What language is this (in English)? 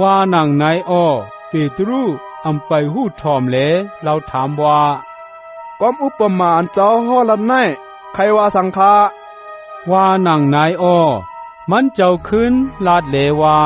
Shan